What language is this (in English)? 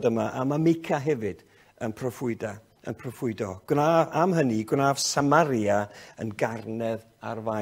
Welsh